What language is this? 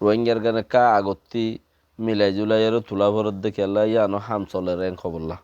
Rohingya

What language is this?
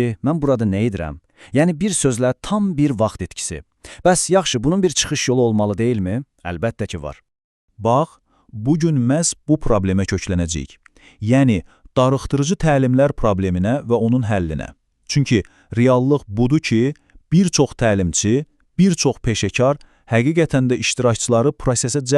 Azerbaijani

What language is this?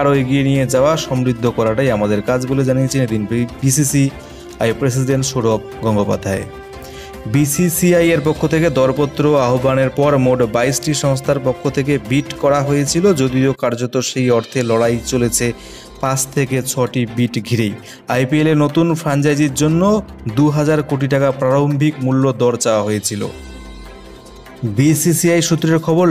Bangla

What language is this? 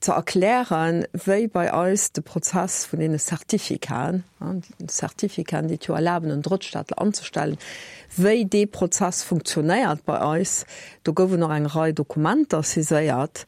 Luxembourgish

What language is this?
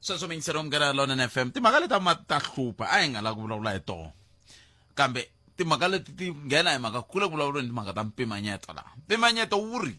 Tsonga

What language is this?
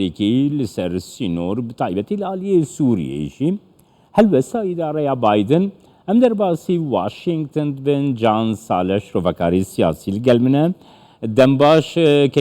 Kurdish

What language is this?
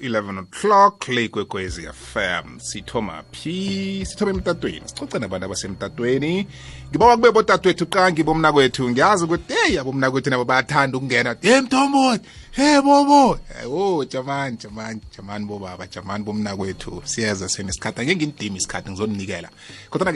South Ndebele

